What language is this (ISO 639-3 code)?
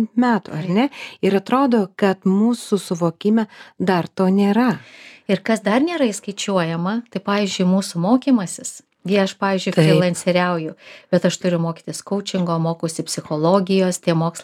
lit